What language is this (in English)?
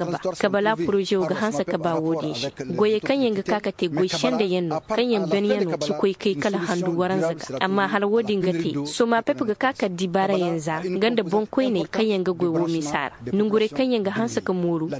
Zarma